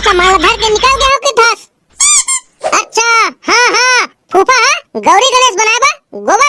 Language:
Chhattisgarhi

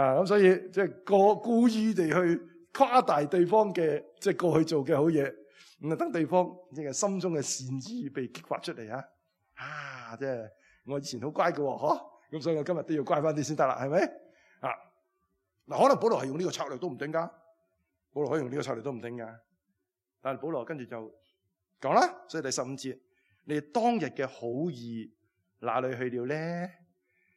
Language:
Cantonese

